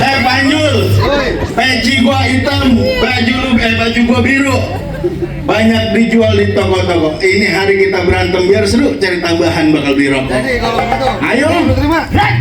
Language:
Betawi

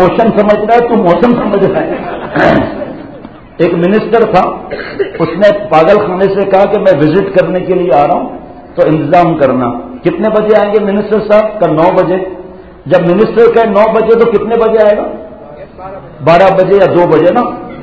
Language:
Urdu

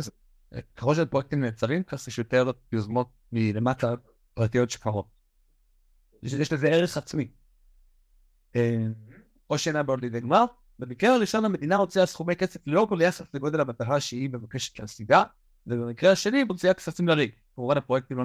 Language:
Hebrew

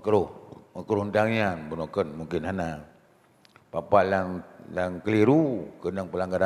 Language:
Achinese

